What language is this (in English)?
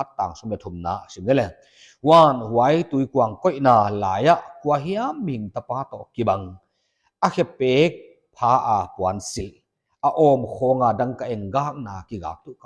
Paite Chin